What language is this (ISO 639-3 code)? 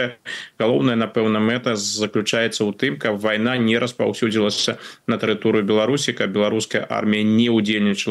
bel